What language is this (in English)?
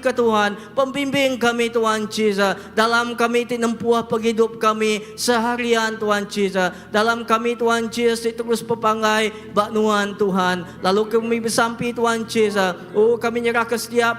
Iban